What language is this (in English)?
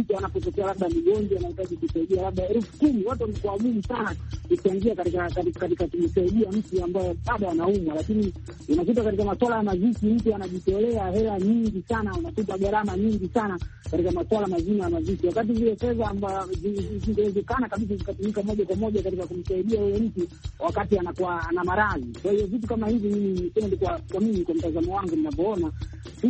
Swahili